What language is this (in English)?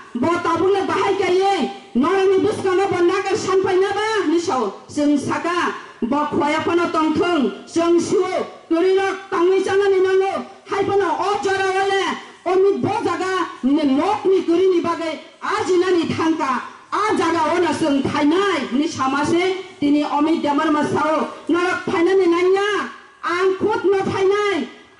Kok Borok